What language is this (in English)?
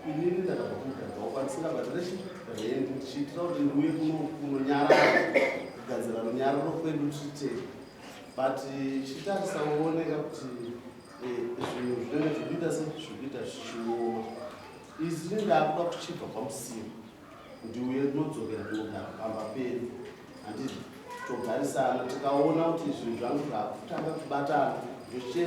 Shona